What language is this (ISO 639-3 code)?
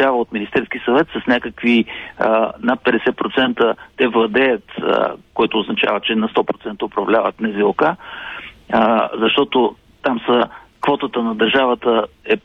bul